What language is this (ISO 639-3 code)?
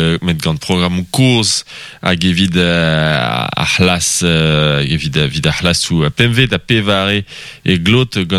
bre